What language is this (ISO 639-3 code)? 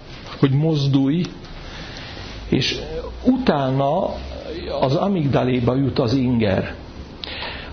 hun